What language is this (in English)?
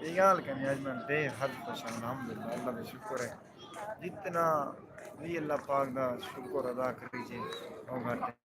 Saraiki